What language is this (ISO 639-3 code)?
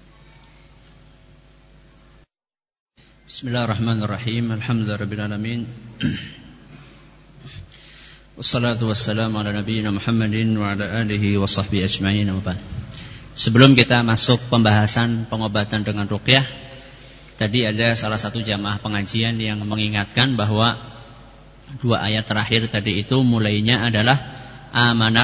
ind